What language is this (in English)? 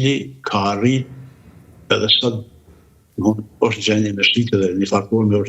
Albanian